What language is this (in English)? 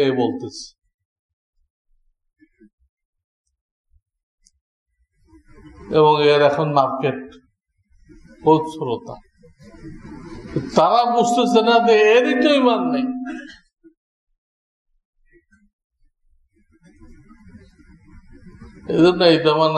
Bangla